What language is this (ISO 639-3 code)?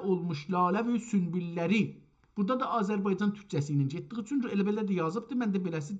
azb